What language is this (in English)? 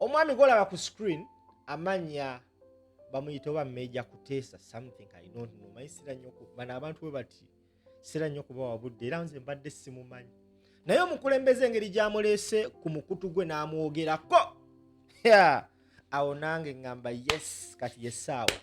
Ganda